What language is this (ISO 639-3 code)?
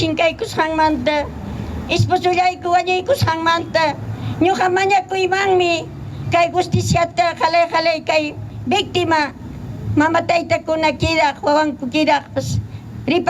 quy